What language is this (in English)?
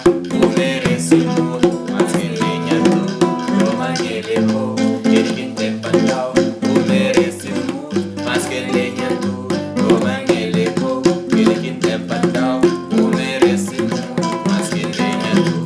Kabuverdianu